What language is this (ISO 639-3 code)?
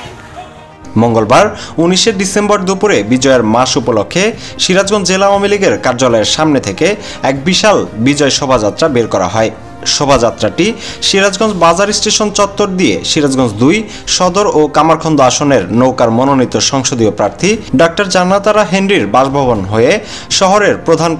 ben